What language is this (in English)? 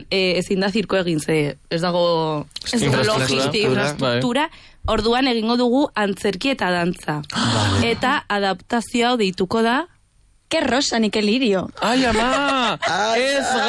Basque